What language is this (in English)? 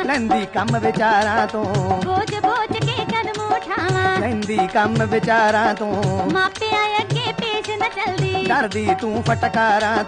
Punjabi